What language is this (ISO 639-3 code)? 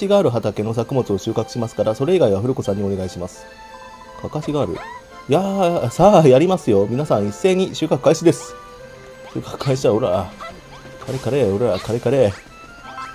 jpn